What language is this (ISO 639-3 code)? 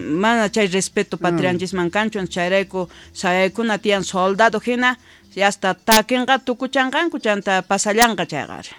quh